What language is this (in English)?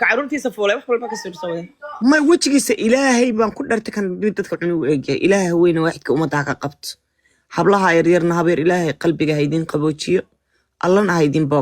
Somali